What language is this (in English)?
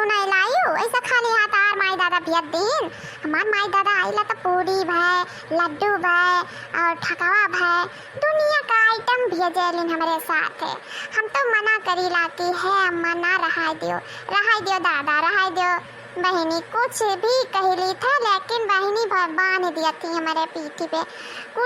Awadhi